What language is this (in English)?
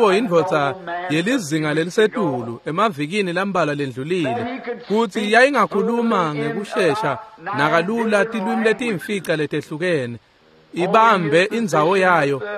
Swati